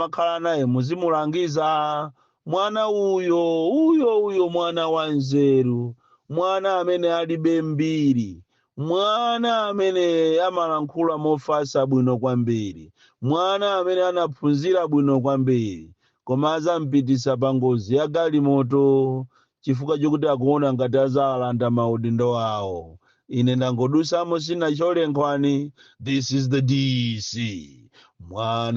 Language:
Nyanja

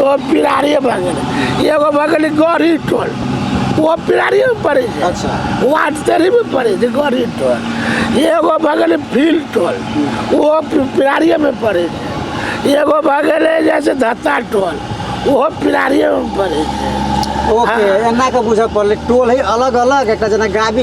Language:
Maithili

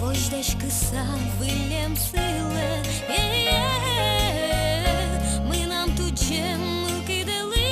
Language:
Udmurt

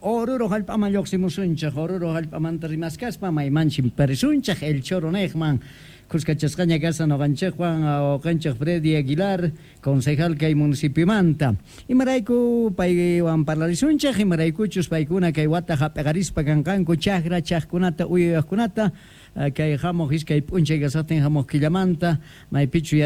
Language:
Quechua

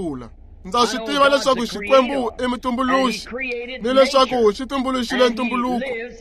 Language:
Tsonga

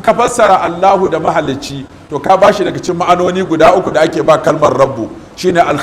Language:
Hausa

